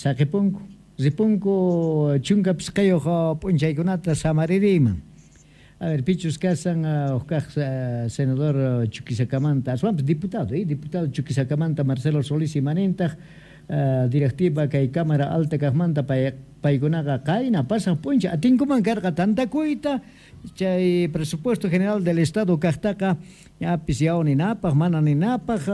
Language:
South Bolivian Quechua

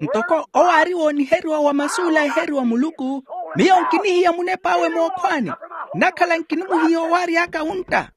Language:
Makhuwa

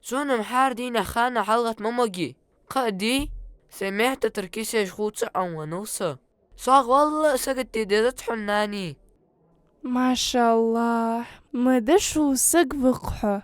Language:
Ingush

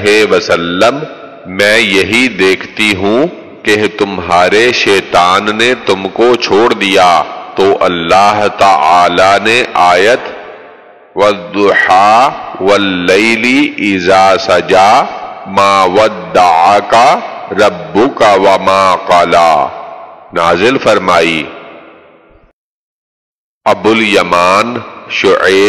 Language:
Urdu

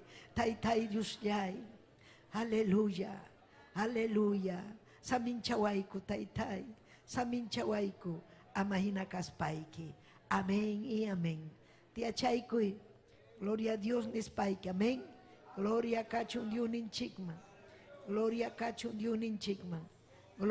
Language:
Ayacucho Quechua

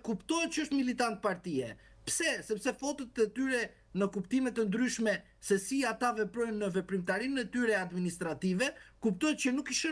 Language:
Albanian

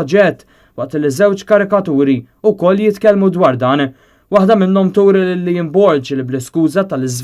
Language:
Maltese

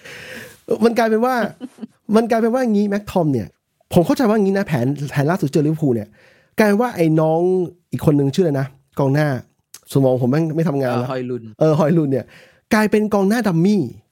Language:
Thai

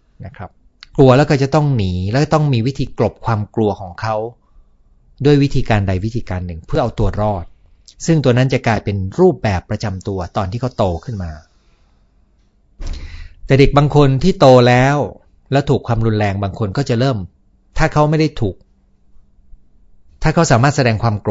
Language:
Thai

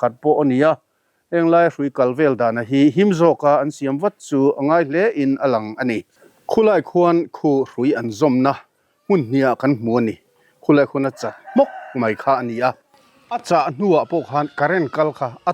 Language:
Mizo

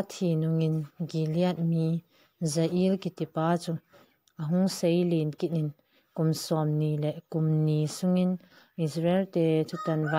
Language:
Thado Chin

